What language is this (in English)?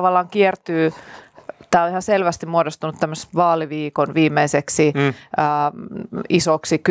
Finnish